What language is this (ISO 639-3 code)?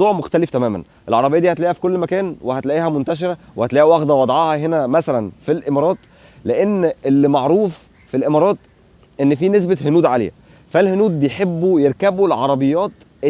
arz